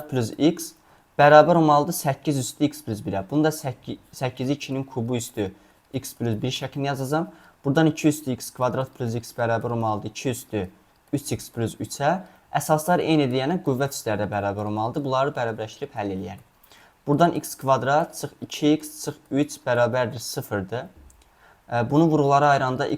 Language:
Azerbaijani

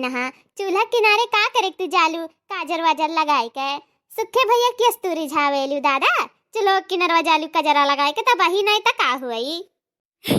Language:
Awadhi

